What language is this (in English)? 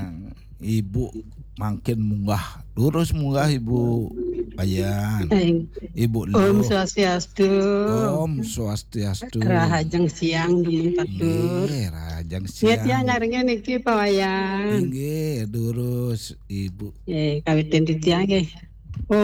Balinese